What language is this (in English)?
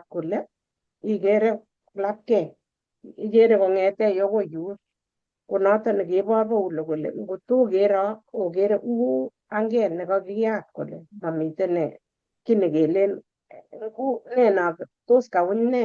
Kalenjin